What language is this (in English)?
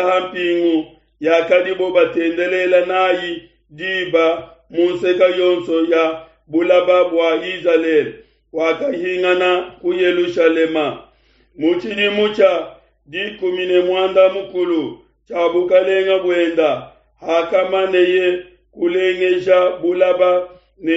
Luba-Lulua